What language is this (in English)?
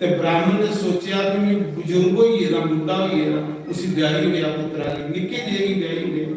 Dogri